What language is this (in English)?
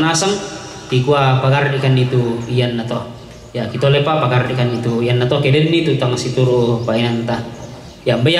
Toraja-Sa'dan